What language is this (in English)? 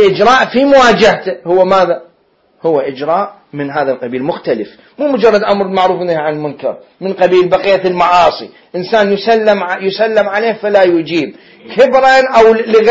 Mesopotamian Arabic